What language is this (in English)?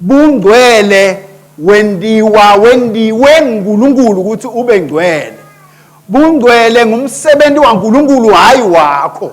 Swati